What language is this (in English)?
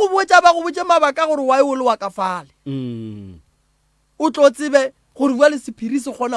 Northern Sotho